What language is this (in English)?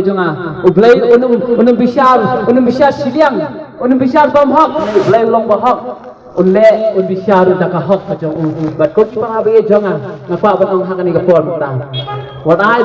Khasi